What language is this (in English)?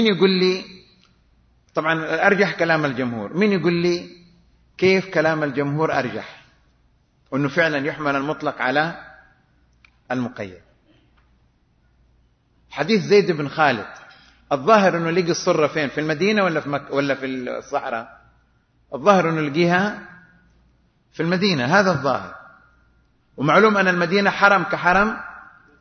Arabic